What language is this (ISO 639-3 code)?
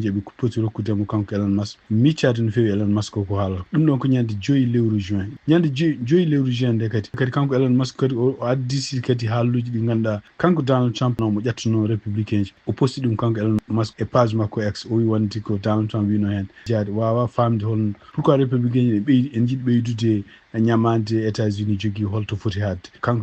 ful